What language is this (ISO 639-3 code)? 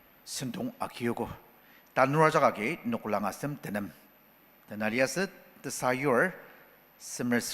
njo